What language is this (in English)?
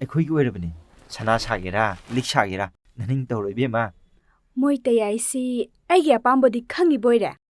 Manipuri